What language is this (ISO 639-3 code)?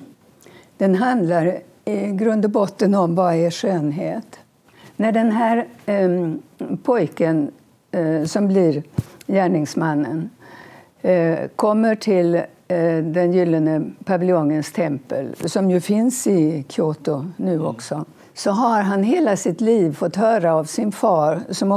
swe